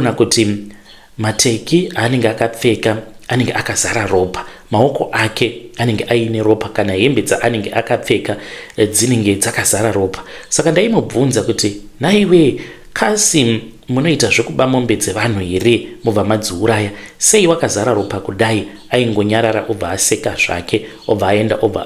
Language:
Shona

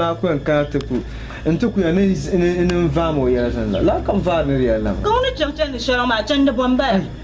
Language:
Dagbani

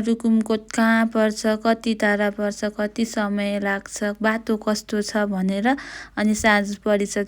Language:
Nepali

